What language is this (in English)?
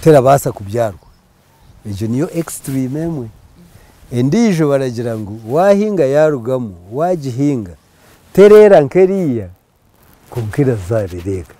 Nyankole